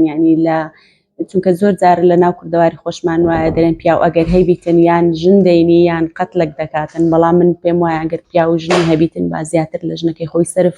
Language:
Central Kurdish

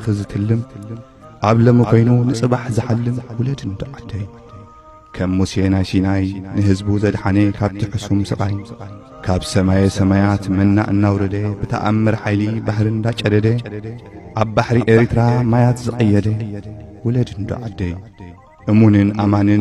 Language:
Tigrinya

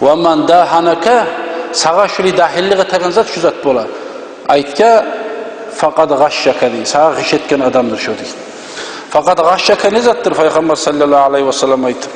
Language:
Kumyk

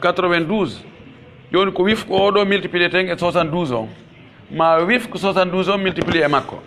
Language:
Pular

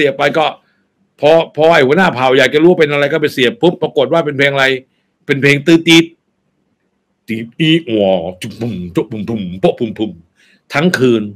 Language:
Thai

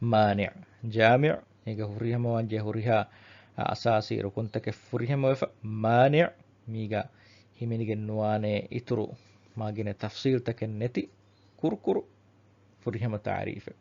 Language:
Divehi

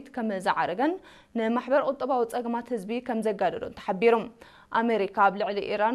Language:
Tigrinya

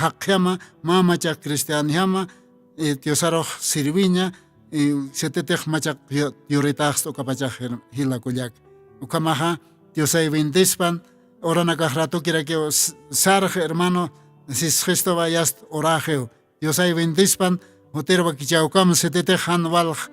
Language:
Aymara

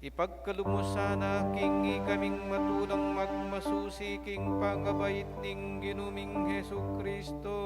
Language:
Pampanga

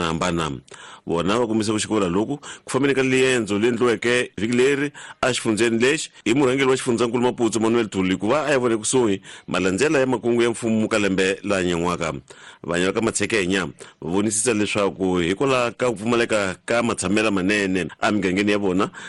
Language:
Tsonga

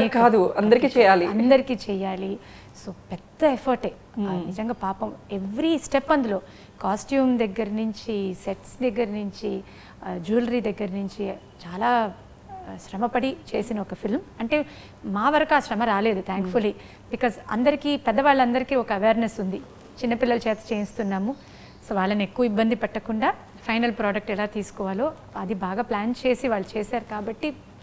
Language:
Telugu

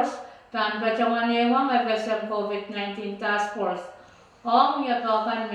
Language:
Pohnpeian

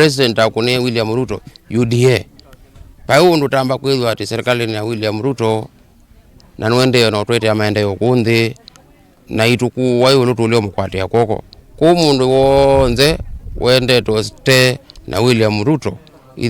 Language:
Kamba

